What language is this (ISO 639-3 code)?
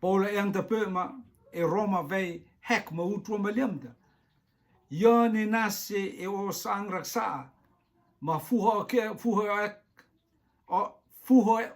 rtm